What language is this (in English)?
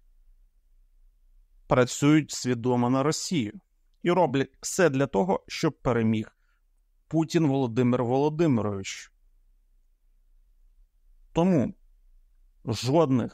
Ukrainian